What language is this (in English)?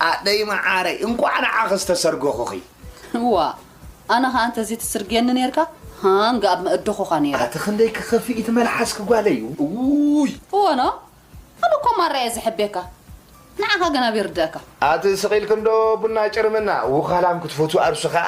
Tigrinya